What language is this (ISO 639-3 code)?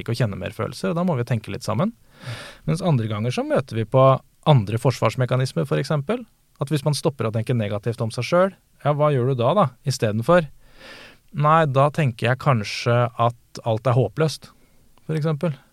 nor